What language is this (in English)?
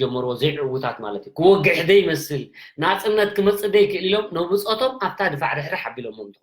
Tigrinya